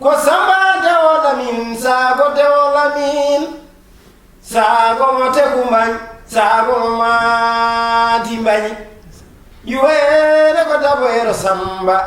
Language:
Fula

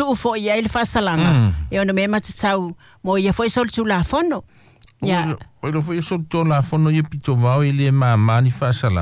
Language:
Samoan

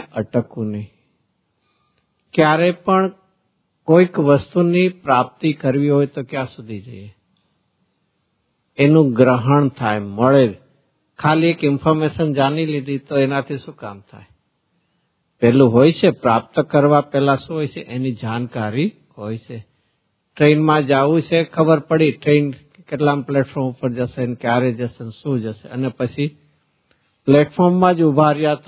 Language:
Gujarati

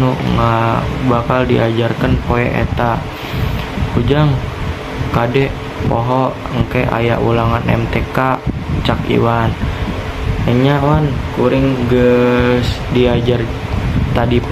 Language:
Sundanese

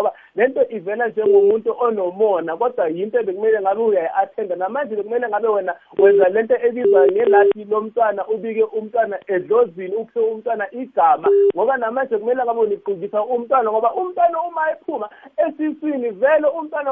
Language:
South Ndebele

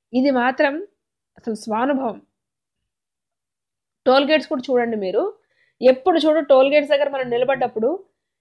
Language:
Telugu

